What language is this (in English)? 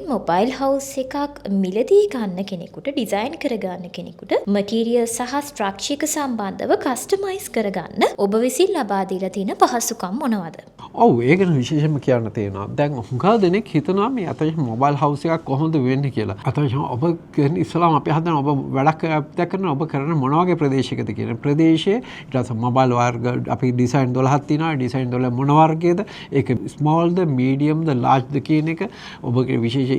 Sinhala